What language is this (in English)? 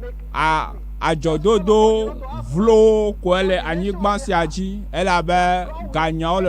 Ewe